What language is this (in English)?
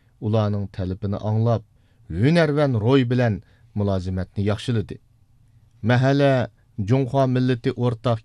Uyghur